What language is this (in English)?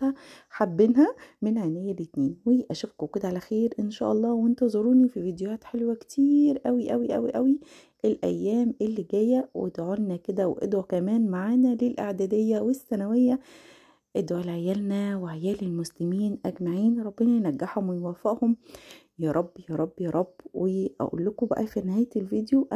Egyptian Arabic